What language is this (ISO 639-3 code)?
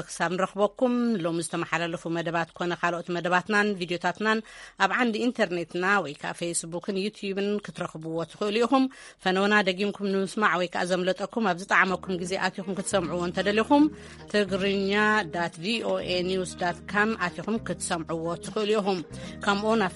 tir